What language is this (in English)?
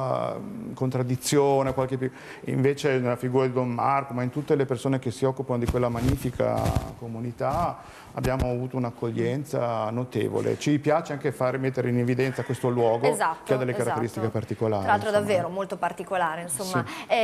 Italian